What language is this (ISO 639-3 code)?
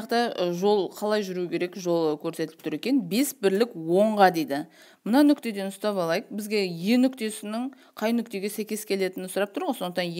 kaz